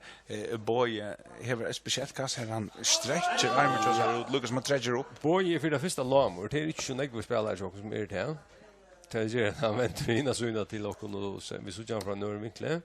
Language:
Faroese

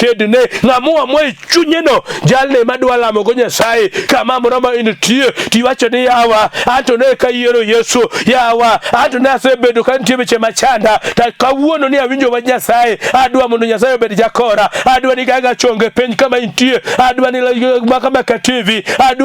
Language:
Luo (Kenya and Tanzania)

